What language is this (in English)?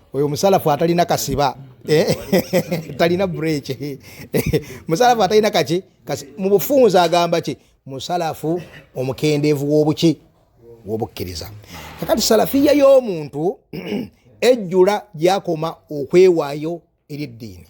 Ganda